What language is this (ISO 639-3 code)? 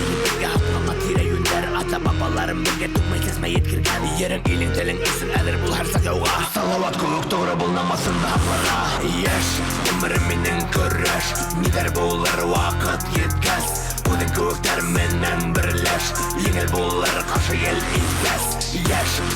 bak